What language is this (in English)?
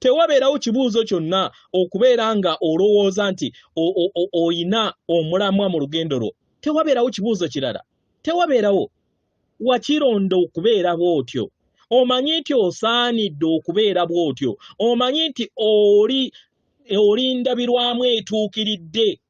Ganda